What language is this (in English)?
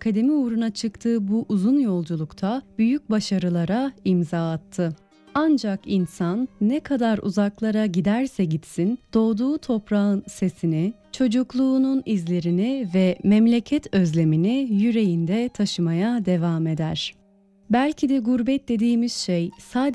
Turkish